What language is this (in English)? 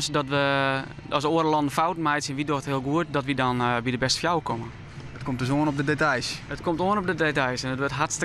Western Frisian